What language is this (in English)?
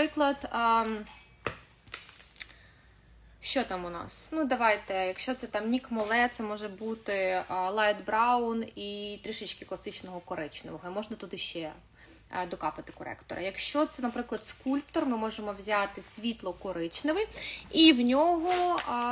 Ukrainian